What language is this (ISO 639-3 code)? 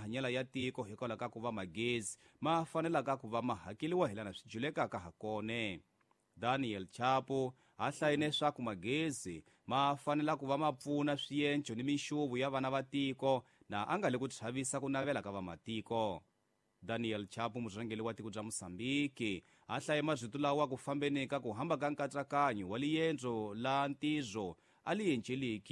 tso